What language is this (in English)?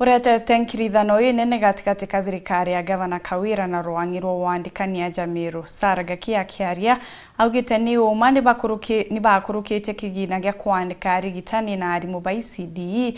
Meru